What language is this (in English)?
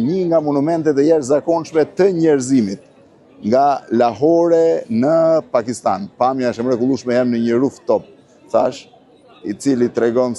Albanian